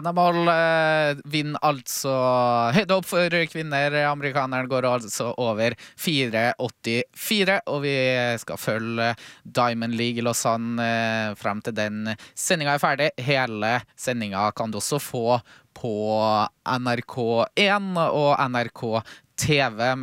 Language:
Norwegian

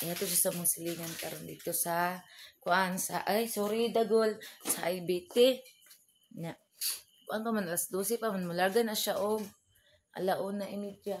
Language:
Cebuano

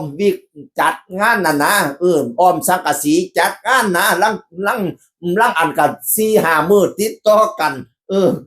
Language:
Northeastern Thai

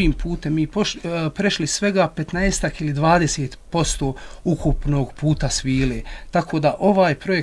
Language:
Bosnian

